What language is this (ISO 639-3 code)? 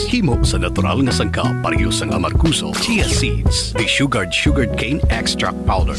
hil